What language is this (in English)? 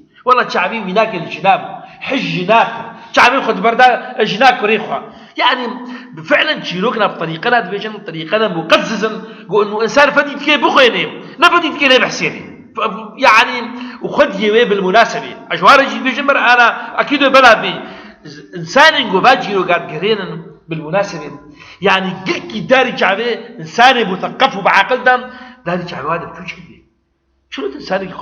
Kurdish